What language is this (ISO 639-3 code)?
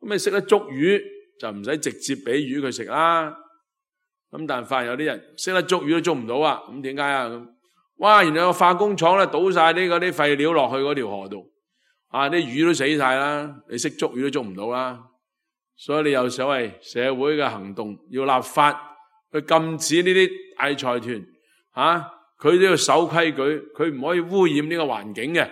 yue